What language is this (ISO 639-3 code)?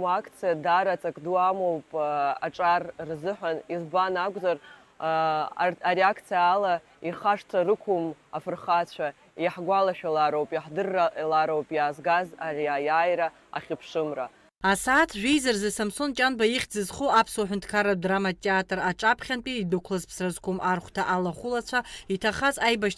abk